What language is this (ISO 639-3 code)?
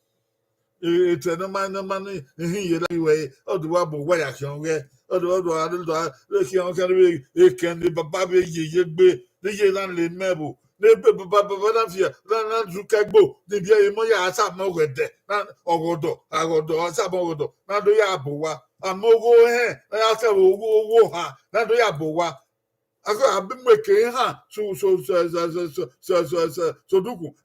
bin